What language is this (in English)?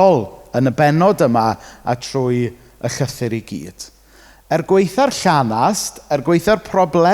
Welsh